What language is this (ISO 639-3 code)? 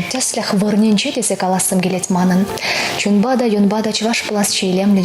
chv